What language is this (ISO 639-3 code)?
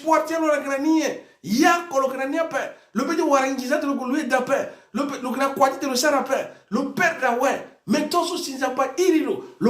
sag